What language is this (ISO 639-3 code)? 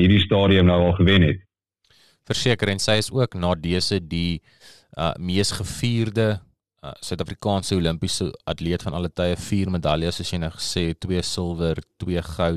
afr